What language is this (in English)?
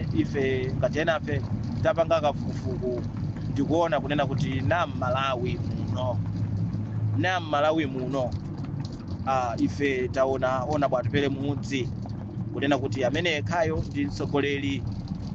Nyanja